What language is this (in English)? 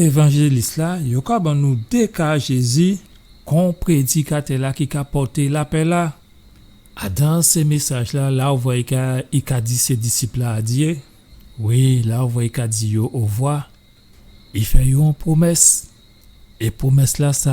Guadeloupean Creole French